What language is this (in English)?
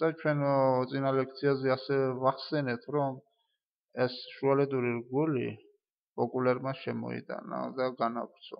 Georgian